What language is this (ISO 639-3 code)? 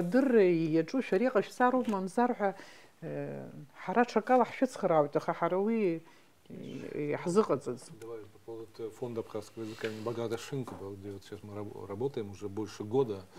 abk